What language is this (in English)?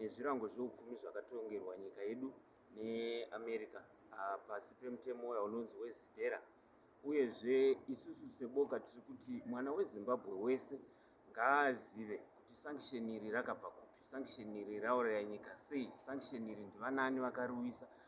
Shona